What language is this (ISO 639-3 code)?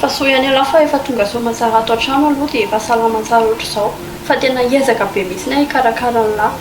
mlg